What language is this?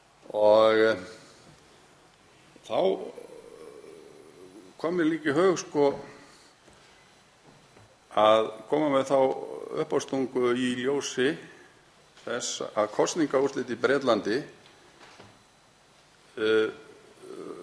Icelandic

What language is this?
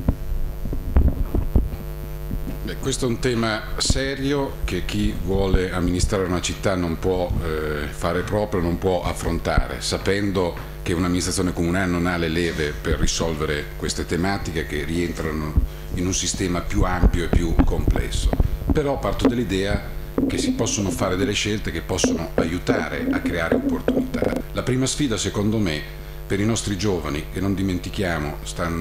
Italian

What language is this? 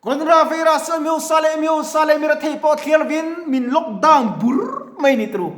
Mizo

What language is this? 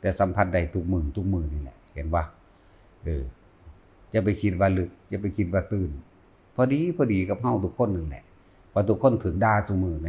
Northeastern Thai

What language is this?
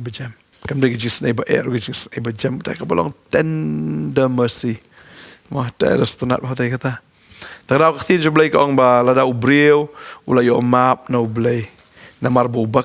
Khasi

